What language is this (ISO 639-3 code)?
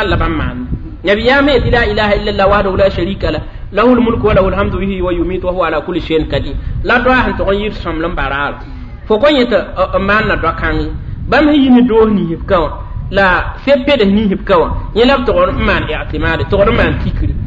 mos